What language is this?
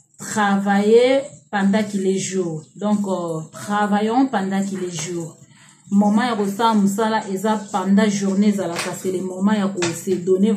Lingala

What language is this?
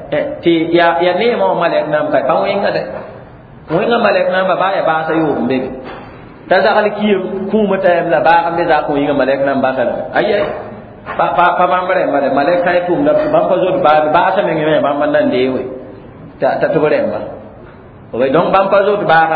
Mossi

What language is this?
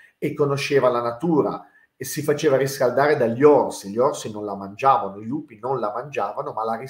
Italian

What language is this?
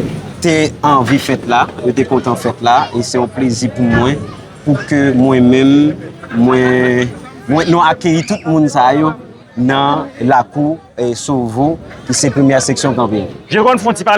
Haitian Creole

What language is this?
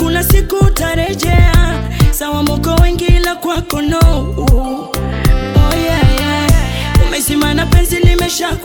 Swahili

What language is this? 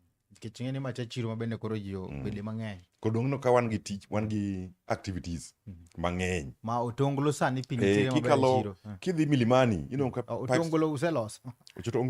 Luo (Kenya and Tanzania)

